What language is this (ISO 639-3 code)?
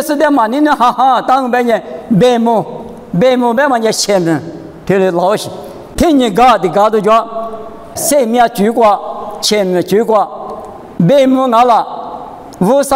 lis